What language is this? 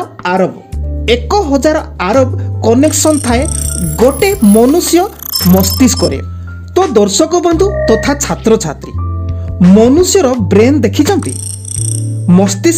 Odia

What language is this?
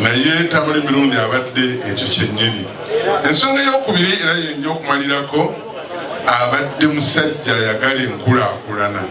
Ganda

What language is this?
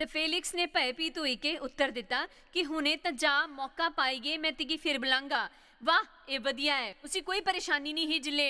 Dogri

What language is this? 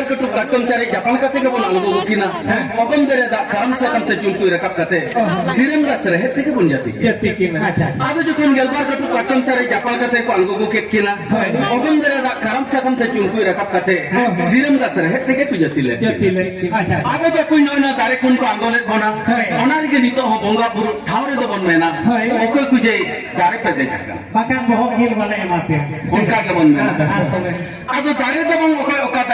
Santali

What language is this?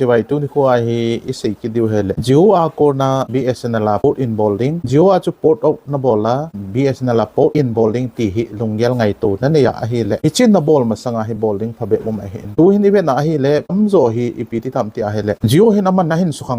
Thado Chin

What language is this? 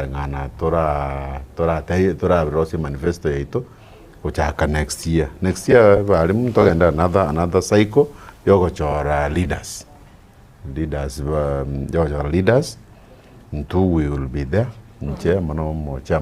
Gusii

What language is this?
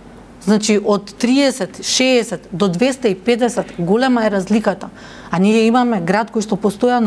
Macedonian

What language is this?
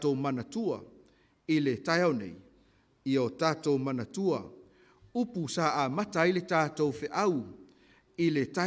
Samoan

